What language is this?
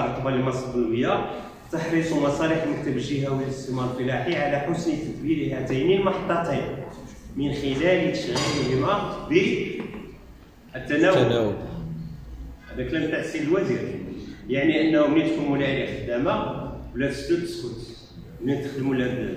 Moroccan Arabic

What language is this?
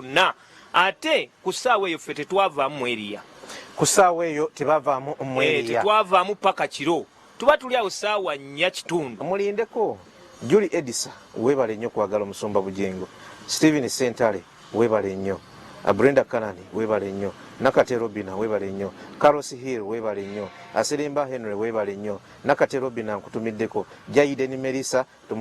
Ganda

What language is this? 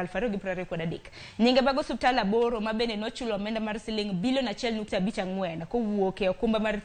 Luo (Kenya and Tanzania)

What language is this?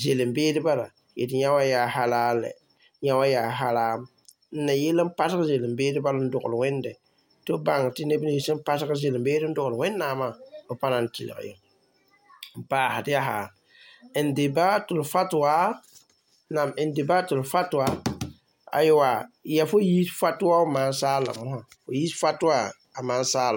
Mossi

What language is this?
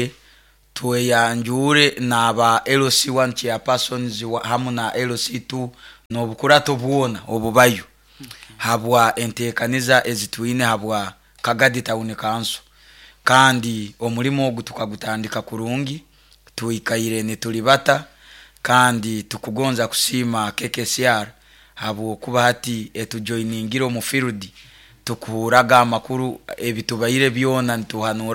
Nyoro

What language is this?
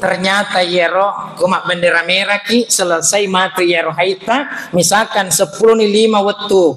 Buginese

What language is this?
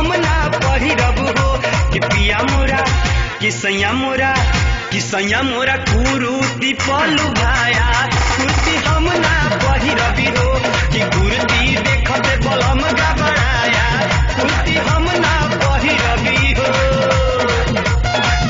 Bhojpuri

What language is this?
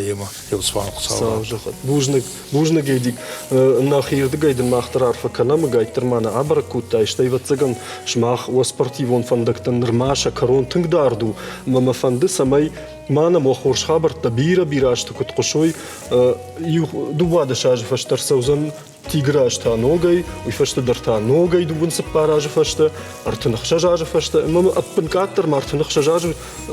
Ossetic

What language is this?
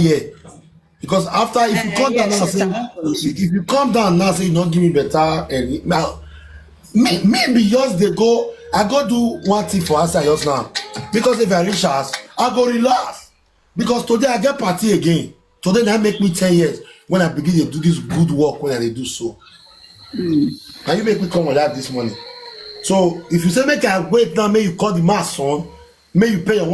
Nigerian Pidgin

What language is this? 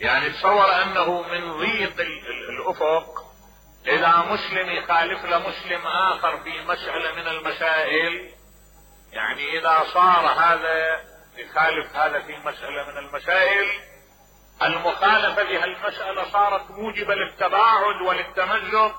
Mesopotamian Arabic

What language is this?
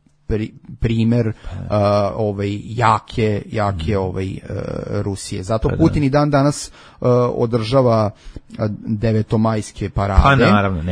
Serbian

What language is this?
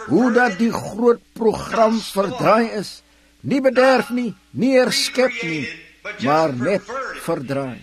Afrikaans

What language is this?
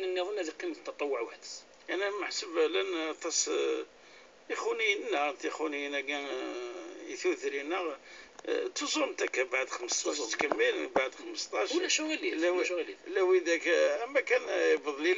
Kabyle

